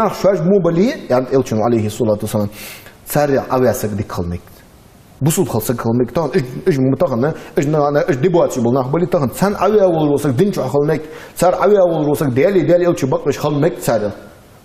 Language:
Ingush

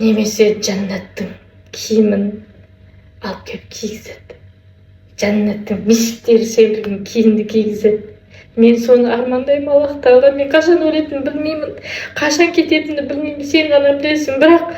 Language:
Kazakh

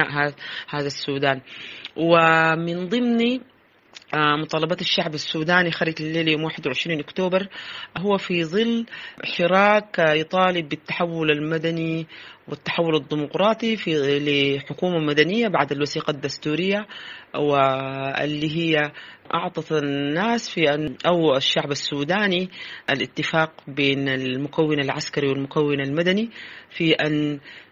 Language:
Sudanese Arabic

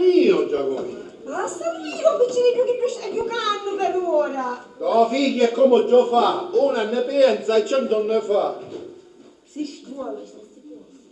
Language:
Sicilian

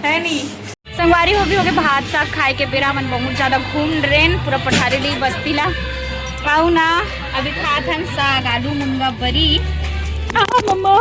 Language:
Chhattisgarhi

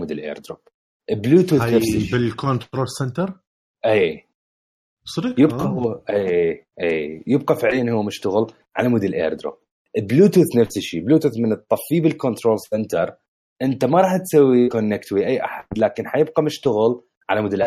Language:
Mesopotamian Arabic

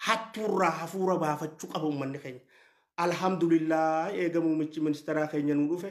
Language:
Oromo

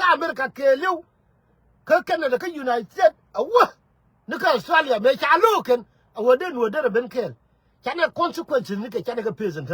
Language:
Nuer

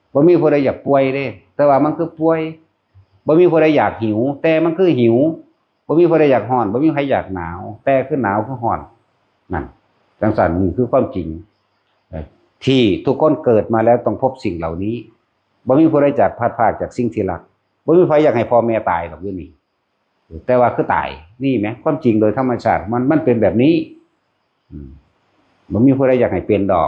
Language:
Northeastern Thai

